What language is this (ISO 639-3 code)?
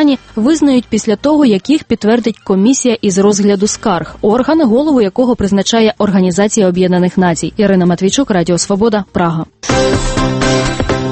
ukr